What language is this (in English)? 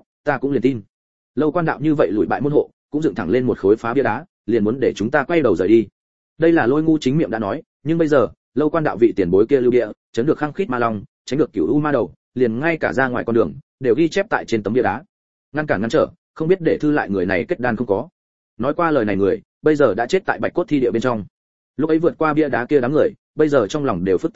Vietnamese